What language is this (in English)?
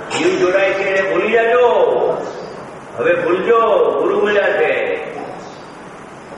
Gujarati